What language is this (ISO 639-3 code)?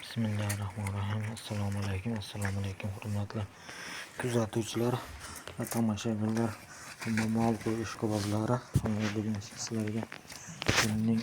uzb